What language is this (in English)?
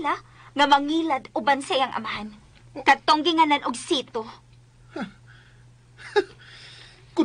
Cebuano